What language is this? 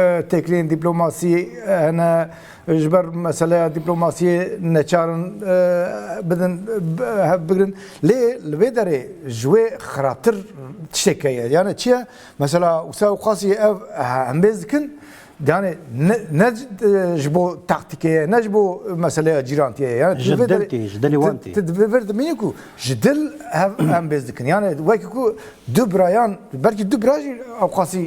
Kurdish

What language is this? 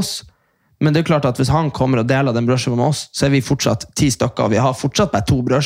Norwegian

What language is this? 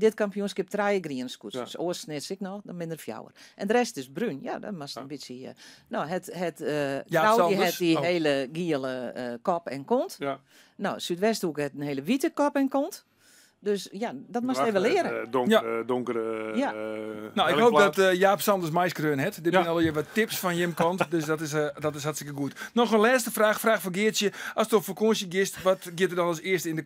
Western Frisian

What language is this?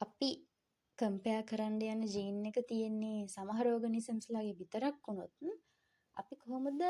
Sinhala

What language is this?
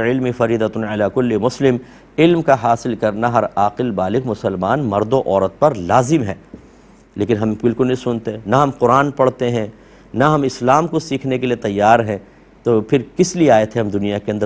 Urdu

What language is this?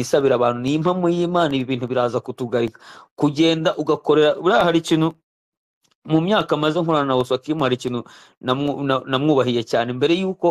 Kinyarwanda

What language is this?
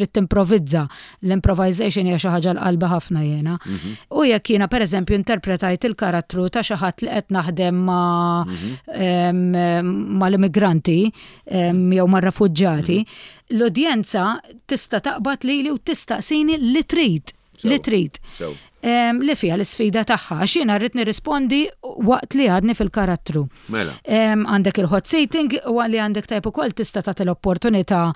Maltese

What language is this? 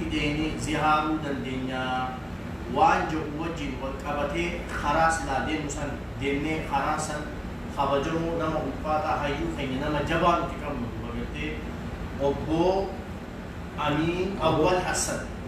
Oromo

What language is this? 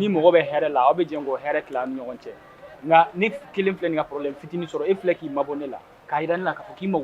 Bambara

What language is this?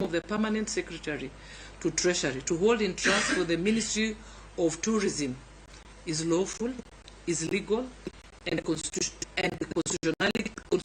Luo (Kenya and Tanzania)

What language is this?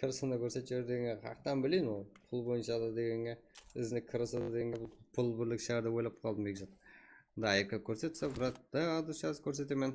Kara-Kalpak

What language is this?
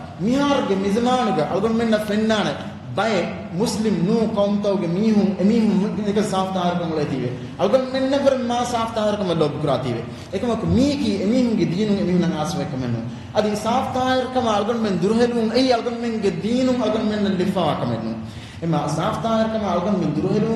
Divehi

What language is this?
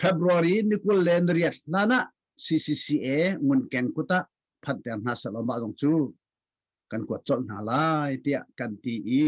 Hakha Chin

